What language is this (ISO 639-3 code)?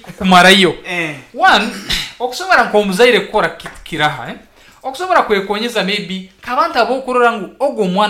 nyn